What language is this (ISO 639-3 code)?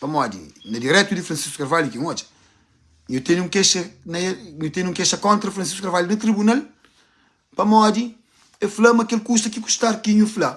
kea